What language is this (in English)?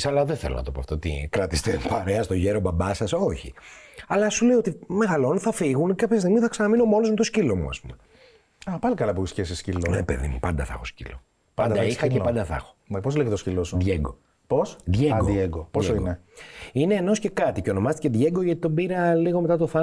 Greek